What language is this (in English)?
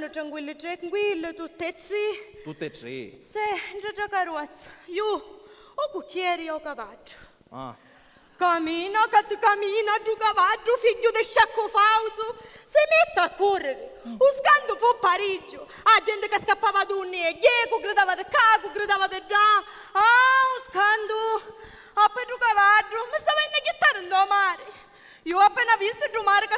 Sicilian